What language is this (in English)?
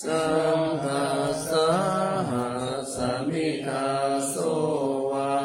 Pali